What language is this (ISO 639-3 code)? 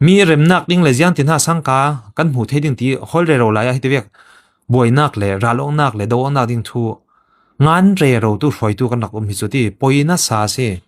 cfm